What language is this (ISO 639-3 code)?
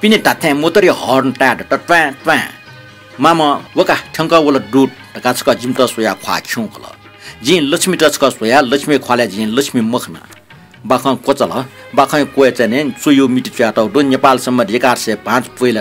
new